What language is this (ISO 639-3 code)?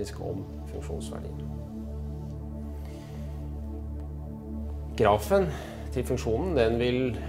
nor